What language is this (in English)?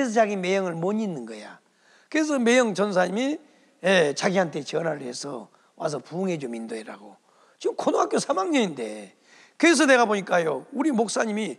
Korean